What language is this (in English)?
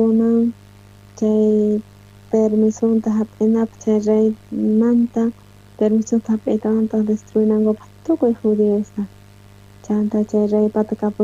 South Bolivian Quechua